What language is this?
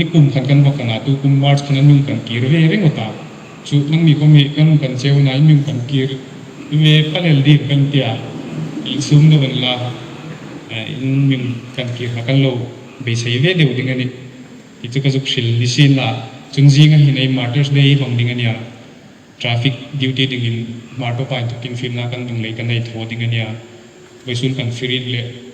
Hmar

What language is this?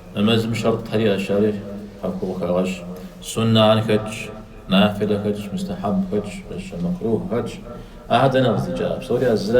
Kabardian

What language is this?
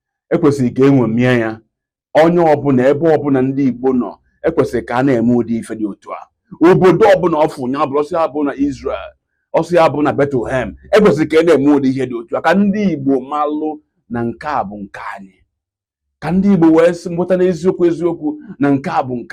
Igbo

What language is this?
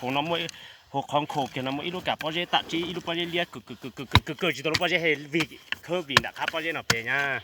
Hmong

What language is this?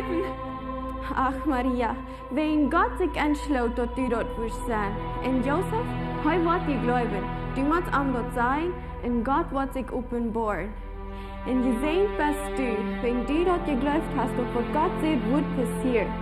Plautdietsch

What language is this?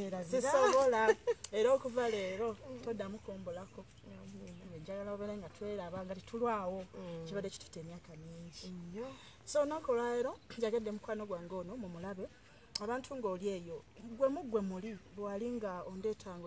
Ganda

